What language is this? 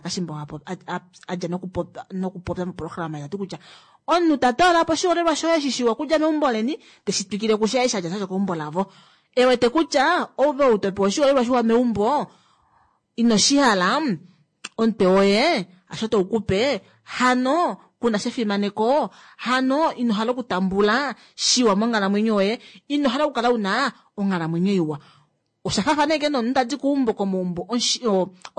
Kuanyama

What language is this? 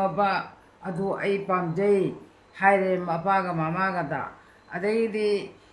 Manipuri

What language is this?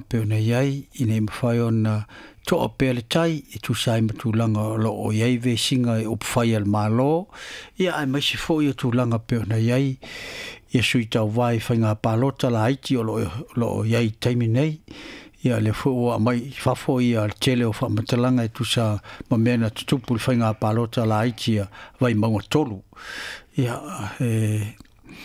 Samoan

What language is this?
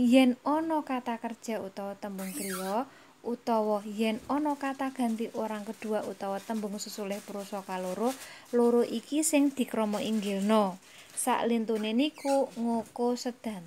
Javanese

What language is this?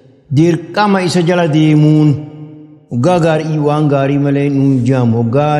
Oromo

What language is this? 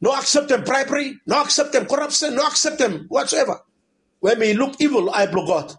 Bislama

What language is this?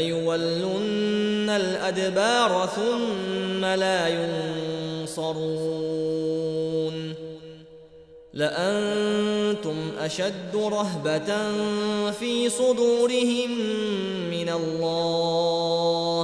Arabic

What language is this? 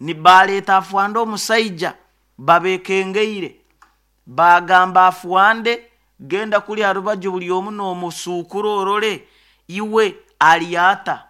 Nyoro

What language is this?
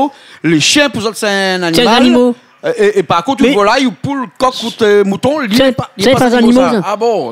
Réunion Creole French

